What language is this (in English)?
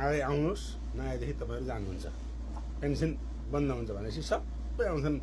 Nepali